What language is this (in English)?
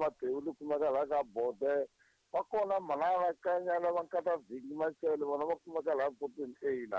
Tsonga